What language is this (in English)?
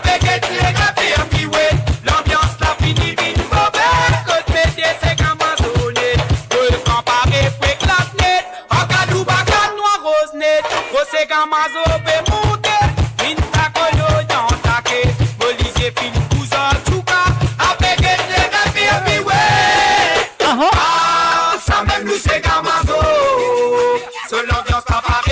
Morisyen